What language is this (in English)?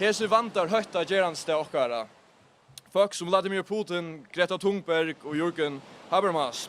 Faroese